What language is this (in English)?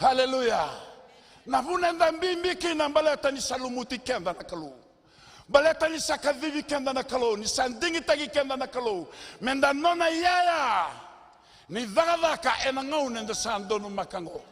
Fijian